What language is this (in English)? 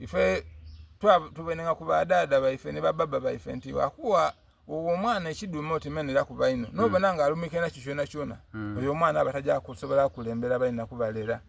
Soga